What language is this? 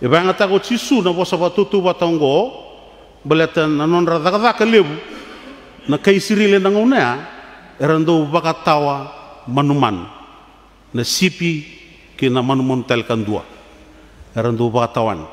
Fijian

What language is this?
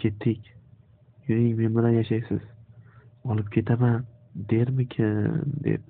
Uzbek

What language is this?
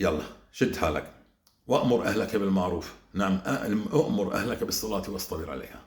North Levantine Arabic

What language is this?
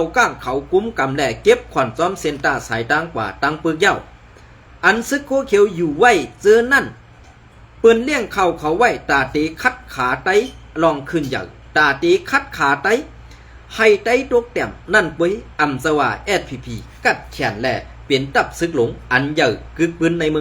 Shan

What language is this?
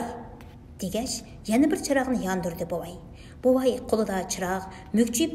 Uyghur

